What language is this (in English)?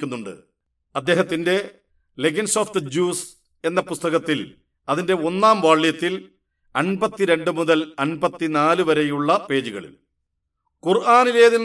Malayalam